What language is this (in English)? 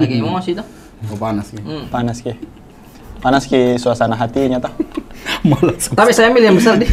Makassar Malay